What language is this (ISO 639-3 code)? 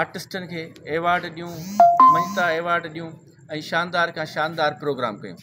snd